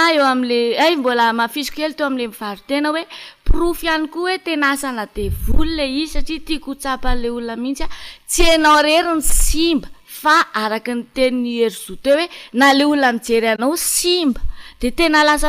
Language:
Malagasy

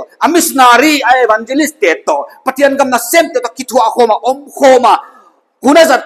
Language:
Paite Chin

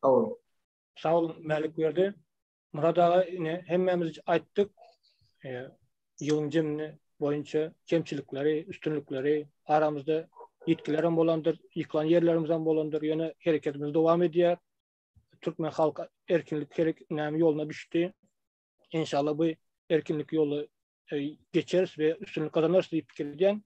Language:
Turkmen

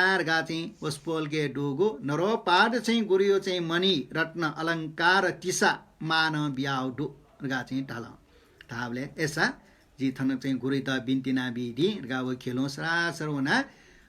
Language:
Newari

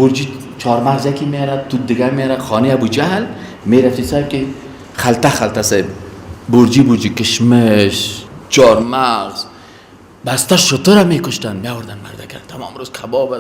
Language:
Persian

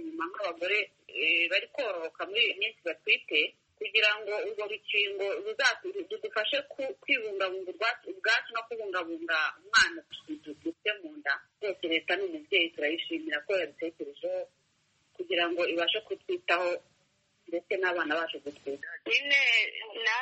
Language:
Kinyarwanda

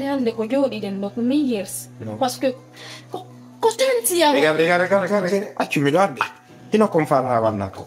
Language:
Pular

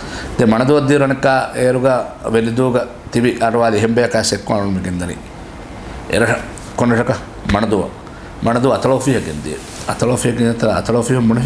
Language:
Divehi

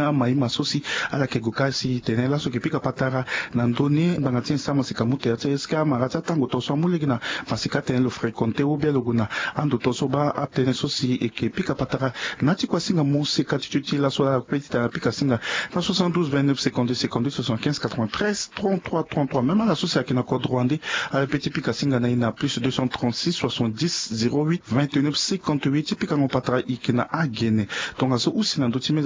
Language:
Sango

